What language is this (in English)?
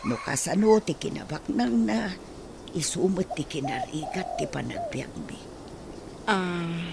Iloko